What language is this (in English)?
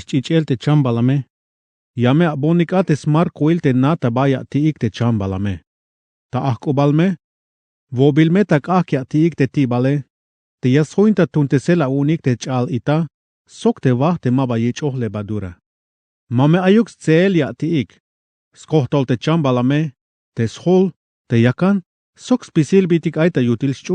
Tzeltal